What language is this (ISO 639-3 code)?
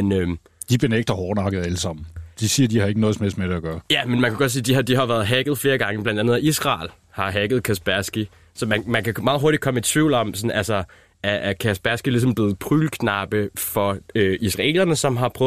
dan